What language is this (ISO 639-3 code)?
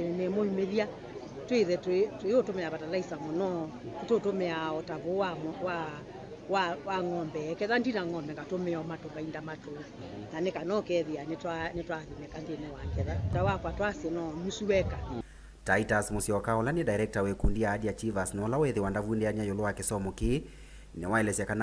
kam